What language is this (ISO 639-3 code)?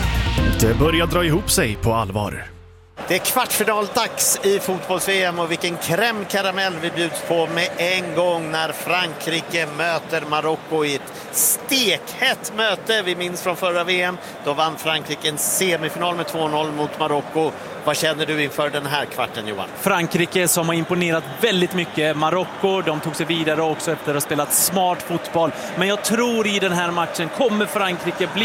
swe